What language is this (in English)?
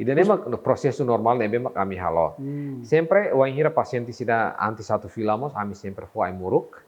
Tetum